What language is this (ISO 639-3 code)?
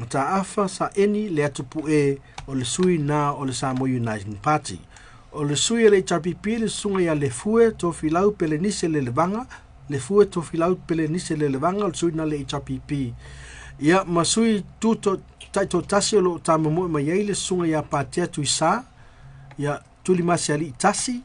smo